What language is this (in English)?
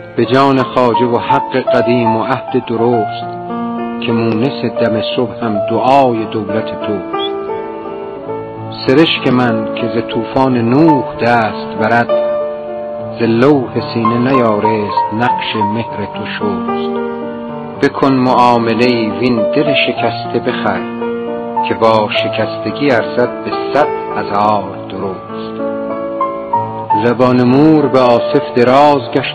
Persian